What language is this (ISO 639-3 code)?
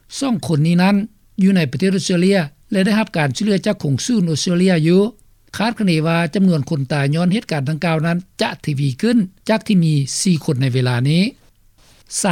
lao